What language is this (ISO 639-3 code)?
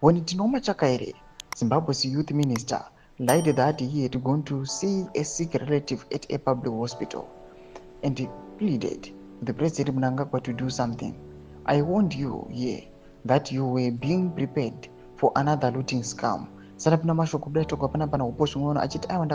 sna